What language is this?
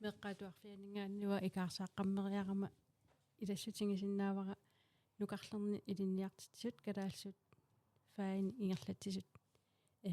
Kalaallisut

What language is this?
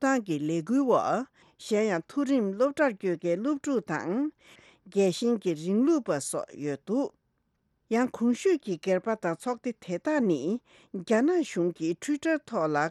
Tibetan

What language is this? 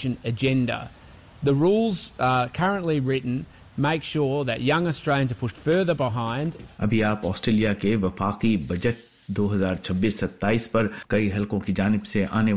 Urdu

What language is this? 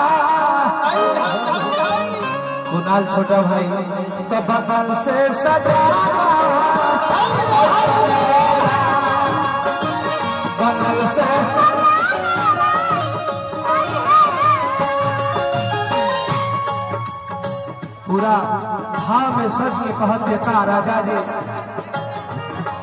Bhojpuri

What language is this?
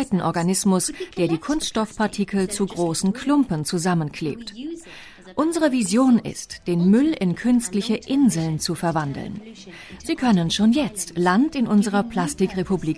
German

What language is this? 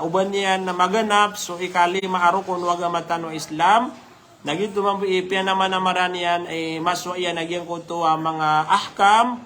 Maranao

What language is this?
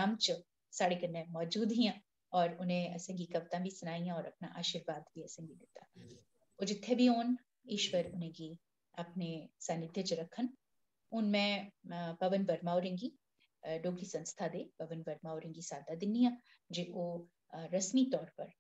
Dogri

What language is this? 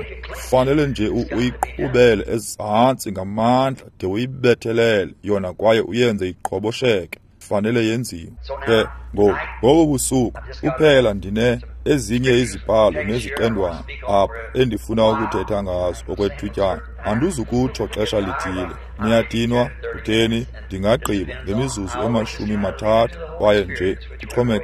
Xhosa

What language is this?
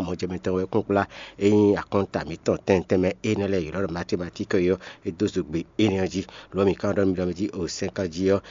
Fon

